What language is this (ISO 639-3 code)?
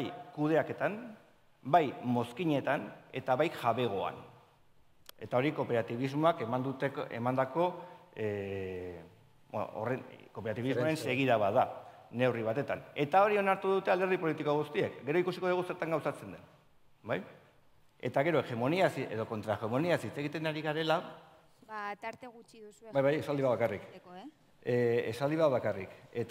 eus